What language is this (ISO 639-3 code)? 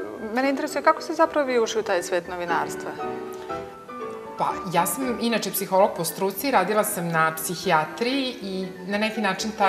srp